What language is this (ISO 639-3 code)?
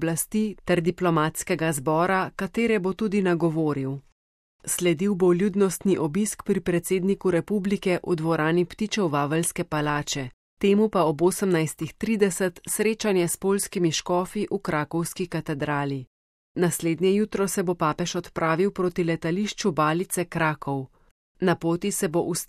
slv